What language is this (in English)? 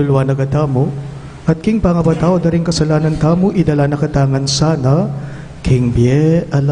Pampanga